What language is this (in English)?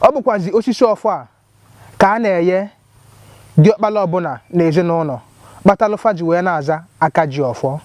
Igbo